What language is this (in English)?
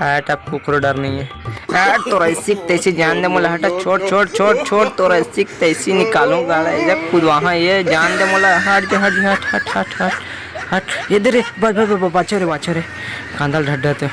Chhattisgarhi